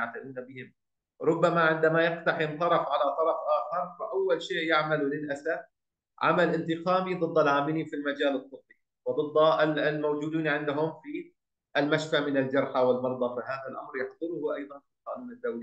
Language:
Arabic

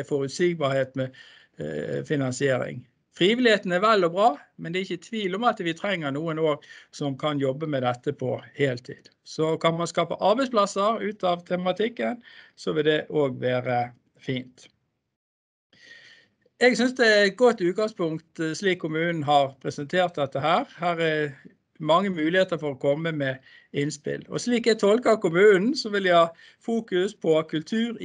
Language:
Norwegian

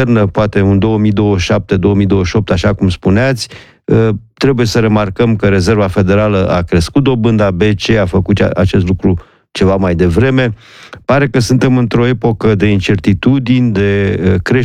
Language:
Romanian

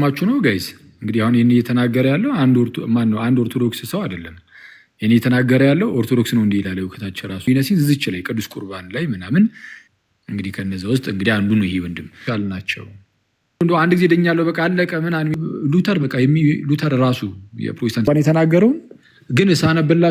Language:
Amharic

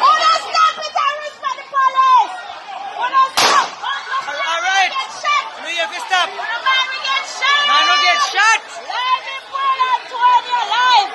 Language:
Jamaican Creole English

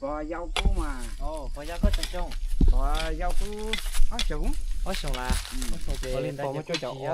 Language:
Hmong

